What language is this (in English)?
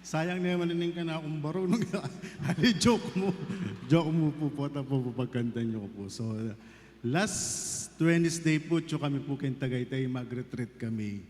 Pampanga